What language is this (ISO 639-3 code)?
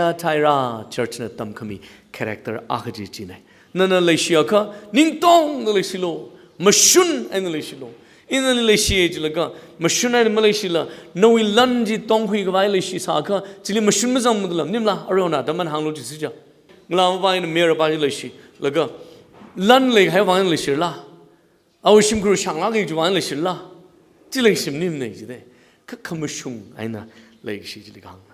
nmf